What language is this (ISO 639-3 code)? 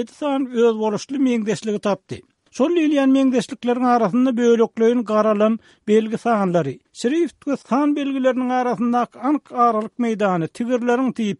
tuk